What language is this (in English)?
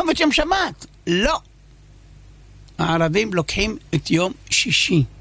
Hebrew